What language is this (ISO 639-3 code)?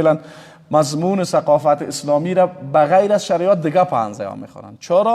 fas